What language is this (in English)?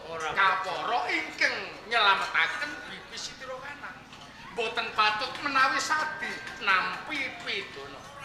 Javanese